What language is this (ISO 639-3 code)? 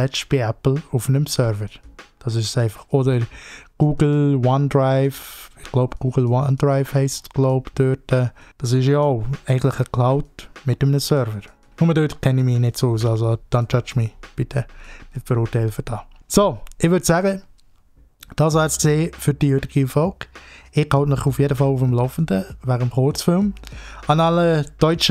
gsw